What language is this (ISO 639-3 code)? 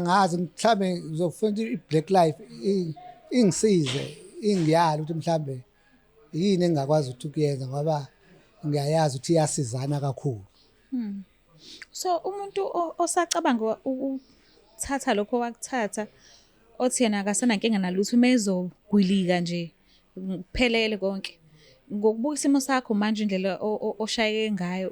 zul